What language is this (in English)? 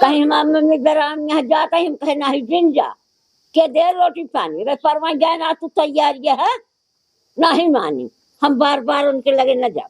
Awadhi